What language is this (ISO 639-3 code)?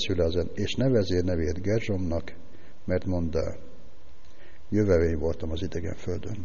hun